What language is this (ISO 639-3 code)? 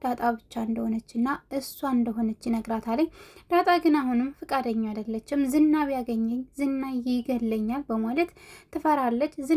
amh